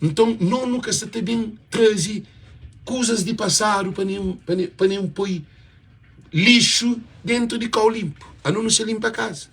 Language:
Kabuverdianu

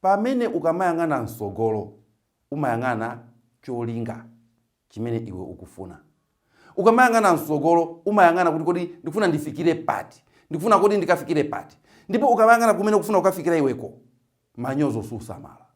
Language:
Nyanja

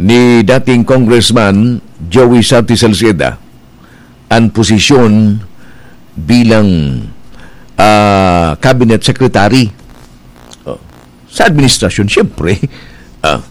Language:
Bikol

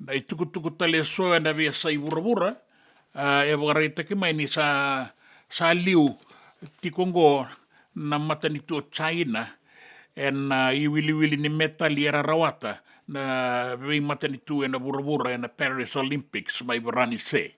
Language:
Fijian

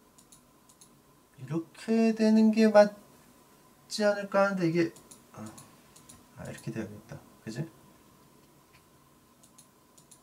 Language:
Korean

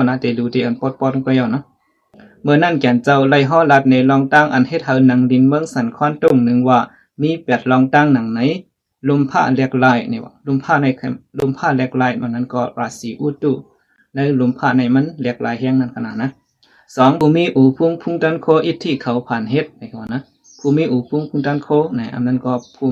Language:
Shan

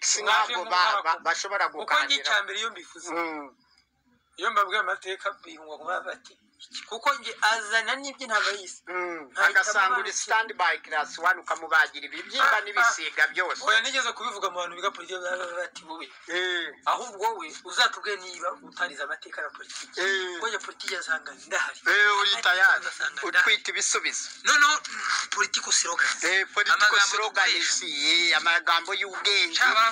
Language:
Kinyarwanda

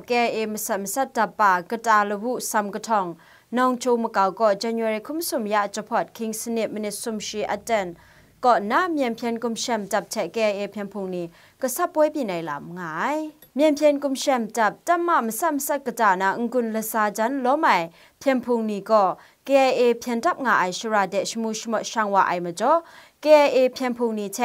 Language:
Kachin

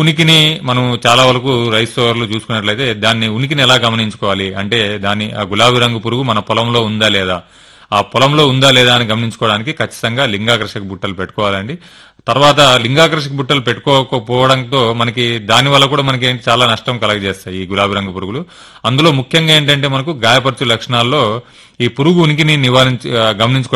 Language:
Telugu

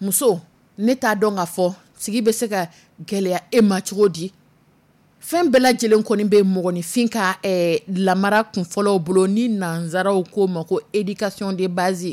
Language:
Dyula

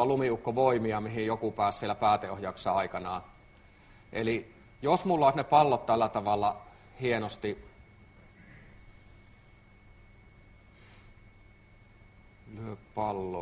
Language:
Finnish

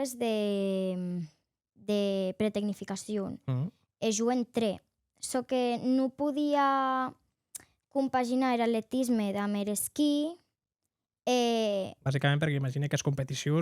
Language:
Occitan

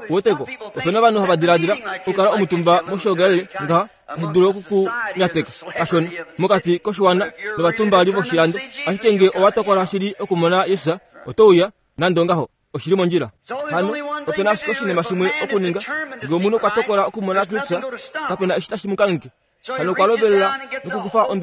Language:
Kuanyama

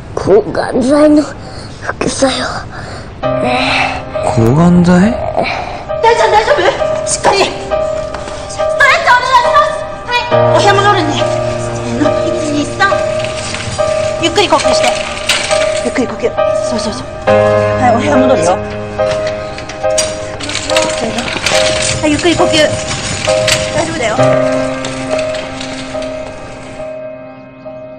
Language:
Japanese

